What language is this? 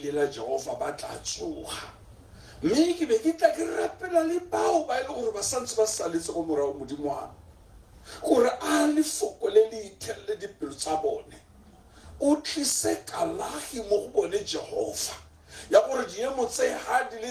Tswana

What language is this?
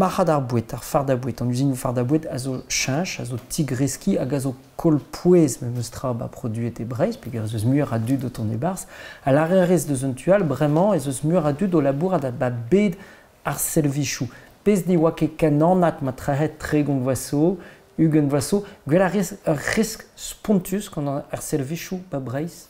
Breton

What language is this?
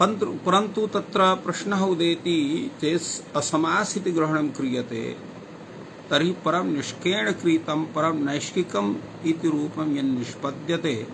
Sanskrit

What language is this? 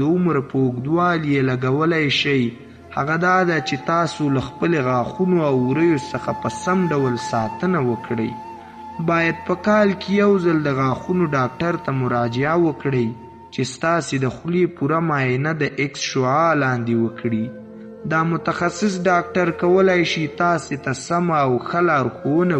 Pashto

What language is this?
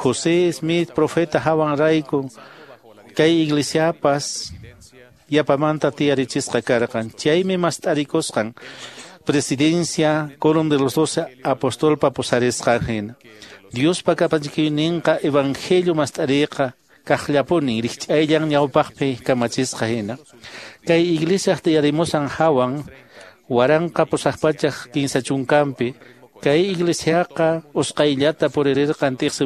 Quechua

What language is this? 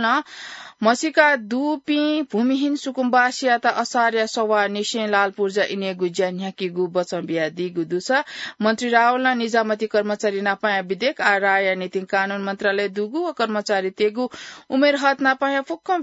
Newari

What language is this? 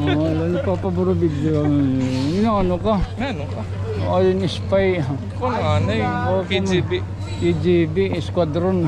Waray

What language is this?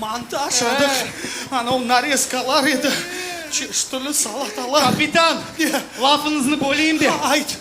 Crimean Tatar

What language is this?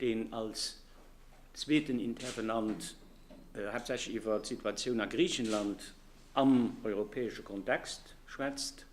Luxembourgish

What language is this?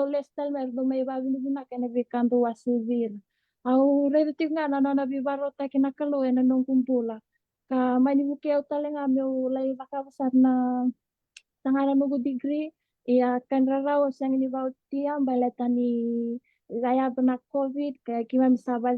Fijian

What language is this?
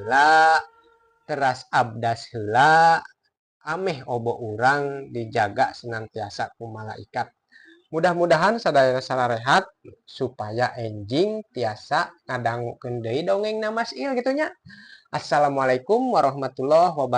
Sundanese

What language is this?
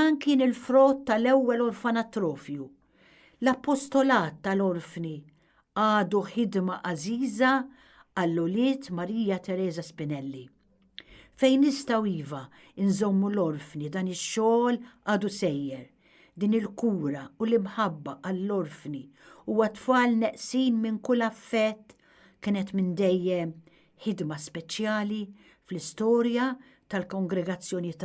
Maltese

